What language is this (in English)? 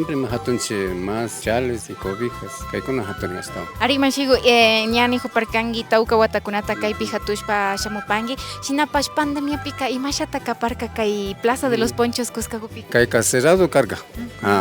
Imbabura Highland Quichua